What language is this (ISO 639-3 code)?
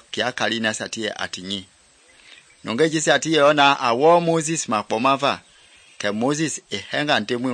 men